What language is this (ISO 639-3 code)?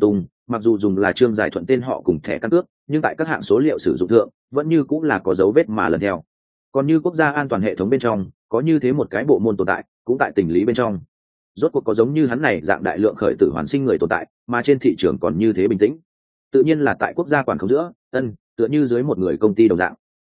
vie